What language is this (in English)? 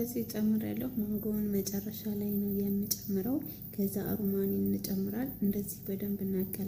Amharic